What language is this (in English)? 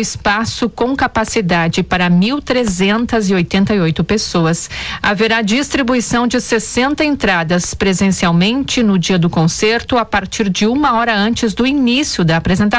Portuguese